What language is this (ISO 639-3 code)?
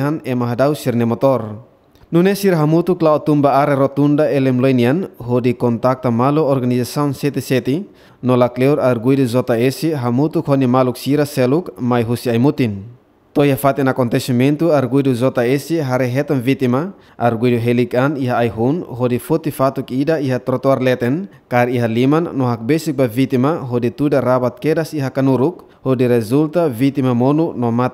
tet